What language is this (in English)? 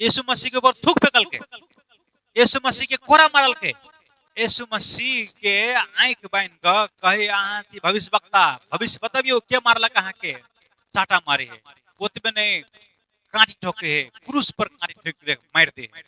Maithili